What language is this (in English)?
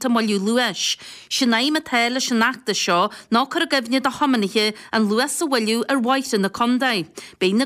Irish